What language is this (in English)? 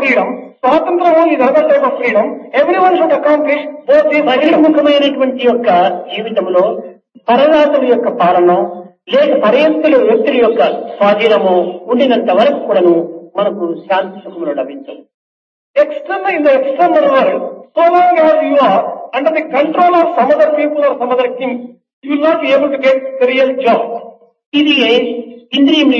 Telugu